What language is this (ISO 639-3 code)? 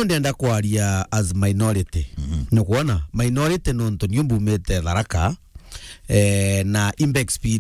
mer